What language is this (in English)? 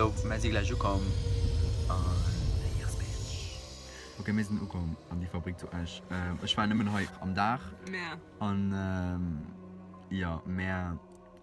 Luxembourgish